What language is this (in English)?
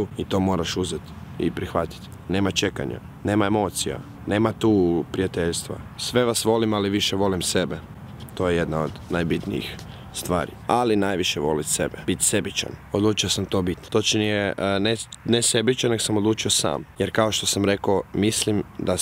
Croatian